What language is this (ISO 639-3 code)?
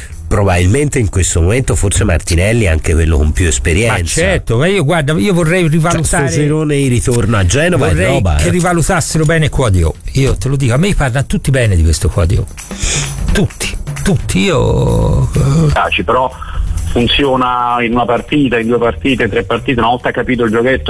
ita